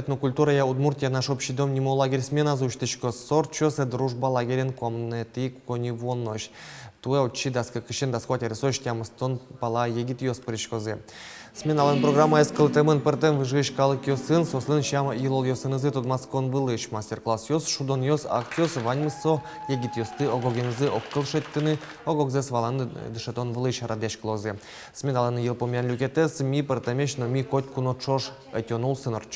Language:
Udmurt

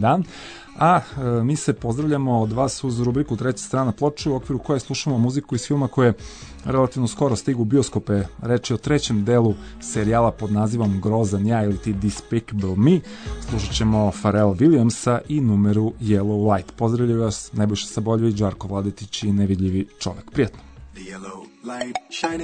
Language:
Serbian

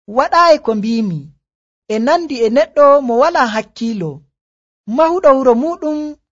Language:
Nigerian Fulfulde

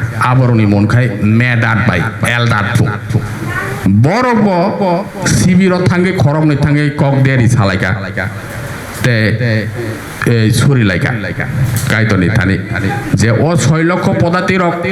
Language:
Kok Borok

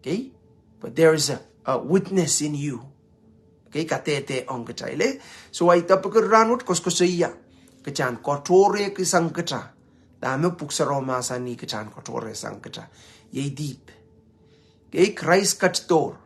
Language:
Pohnpeian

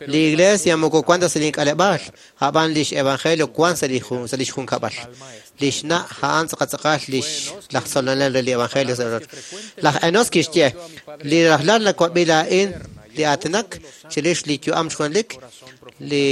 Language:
Kekchí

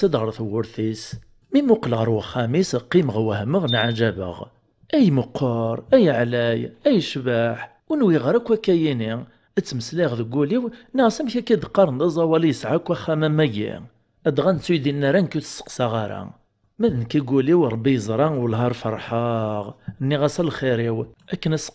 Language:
Kabyle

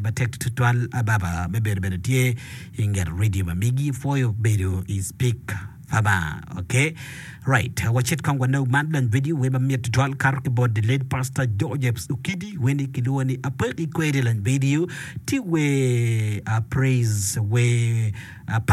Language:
Acoli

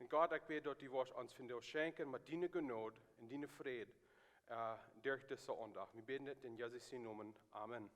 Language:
Plautdietsch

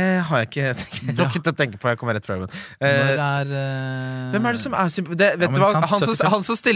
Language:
Norwegian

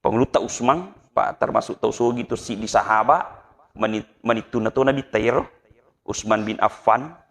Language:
Buginese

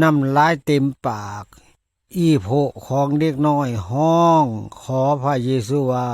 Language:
Lao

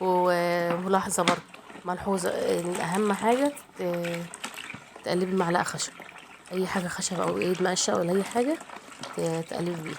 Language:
Egyptian Arabic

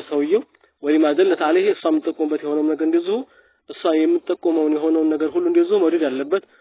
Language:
Amharic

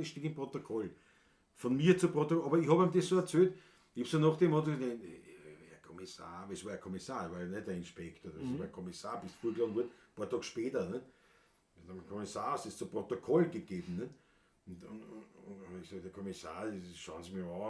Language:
Bavarian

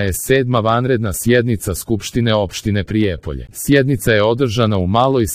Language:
Serbian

